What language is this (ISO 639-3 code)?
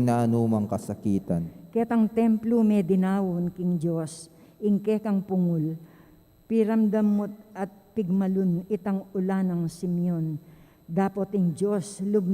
pam